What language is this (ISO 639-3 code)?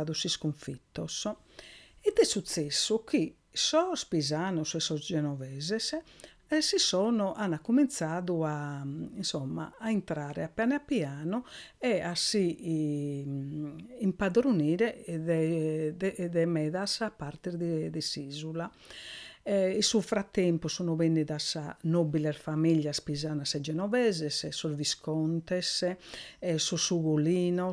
srd